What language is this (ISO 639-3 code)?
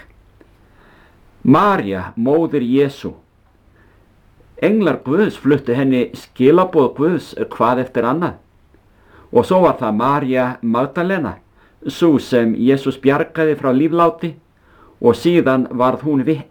isl